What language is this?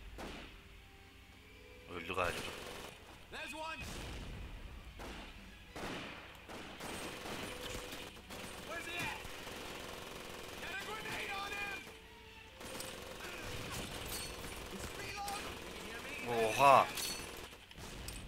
Turkish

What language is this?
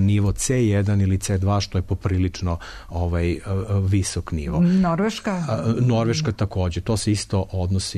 Serbian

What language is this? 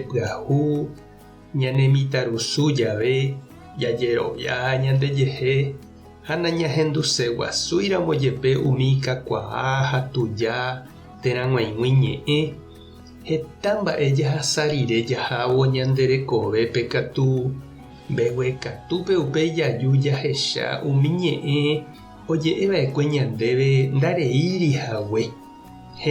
Guarani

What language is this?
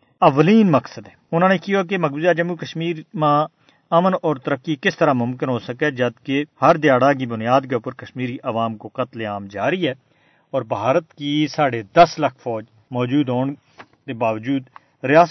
Gujari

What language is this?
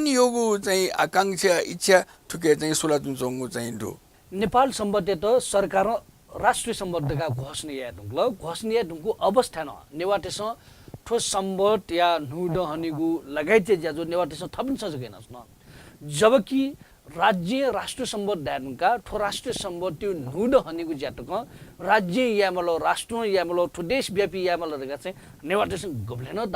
Newari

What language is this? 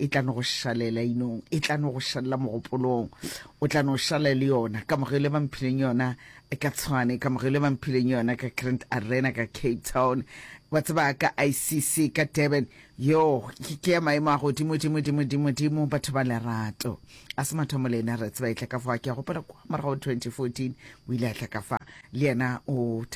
Northern Sotho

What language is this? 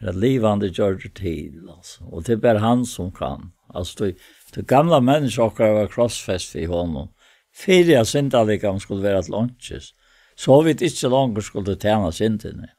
Faroese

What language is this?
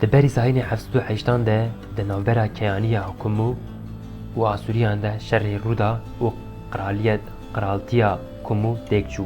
Kurdish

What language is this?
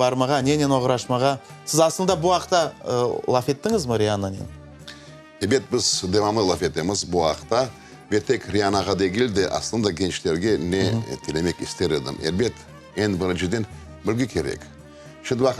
Crimean Tatar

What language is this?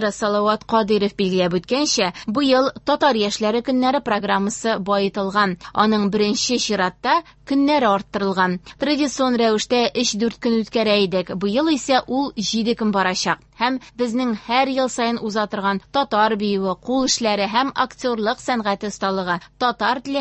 Tatar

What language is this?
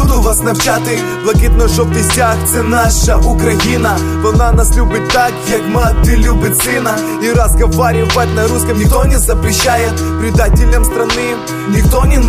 Ukrainian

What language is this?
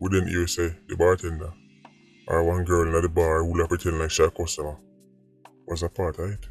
Jamaican Creole English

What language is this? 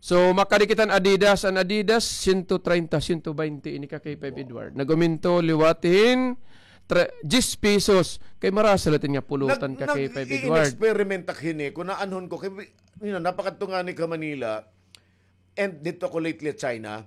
Waray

